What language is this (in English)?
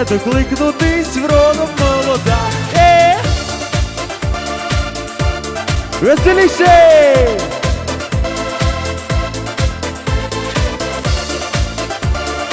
Ukrainian